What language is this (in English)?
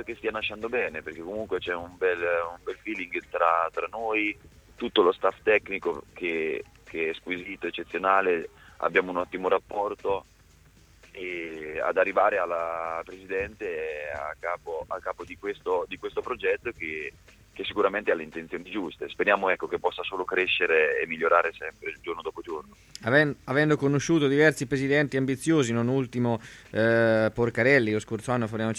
Italian